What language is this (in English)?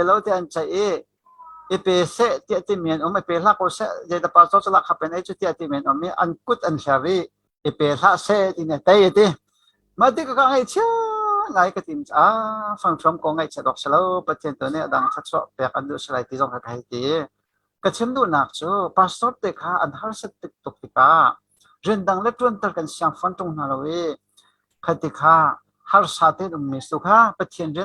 Hakha Chin